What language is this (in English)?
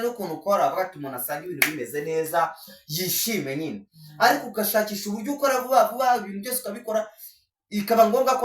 Kinyarwanda